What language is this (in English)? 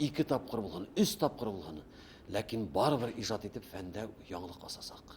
Bashkir